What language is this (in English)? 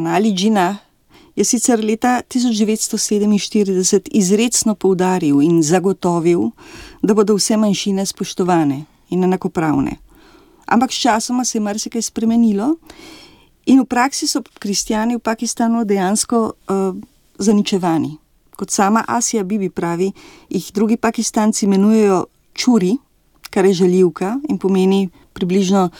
Slovenian